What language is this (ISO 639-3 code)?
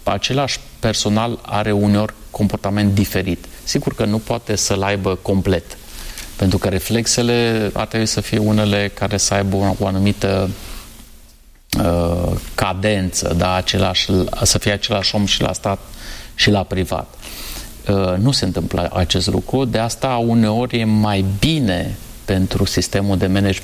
ron